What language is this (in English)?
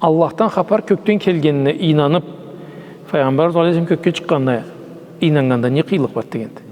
Karachay-Balkar